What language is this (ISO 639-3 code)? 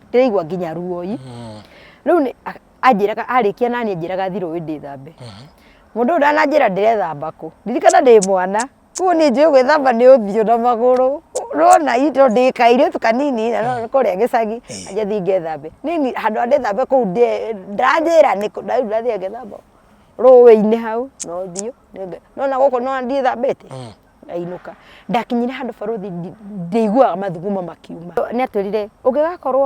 kik